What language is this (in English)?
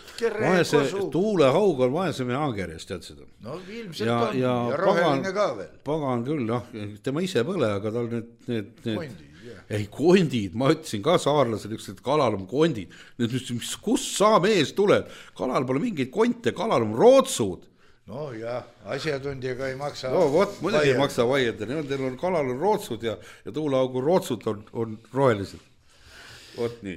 Estonian